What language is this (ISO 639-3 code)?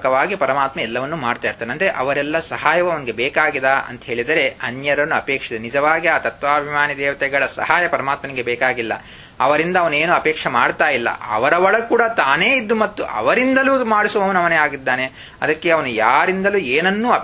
kan